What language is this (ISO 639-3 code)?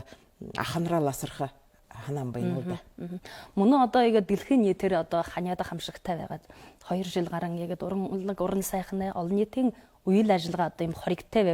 bua